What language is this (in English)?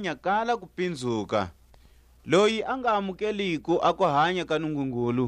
Tswa